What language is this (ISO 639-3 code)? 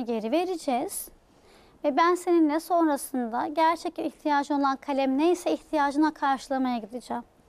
tur